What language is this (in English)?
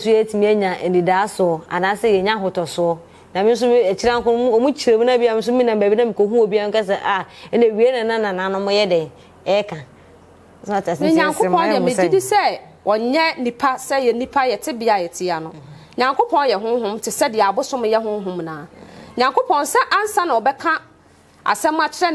Akan